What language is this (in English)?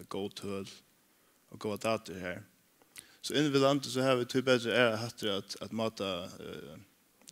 Faroese